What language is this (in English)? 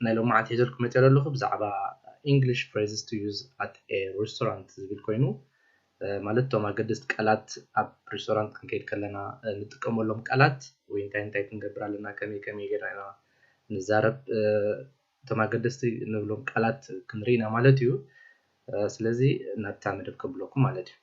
Tigrinya